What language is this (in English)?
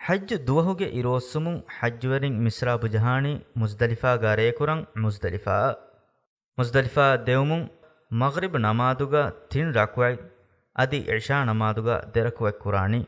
Divehi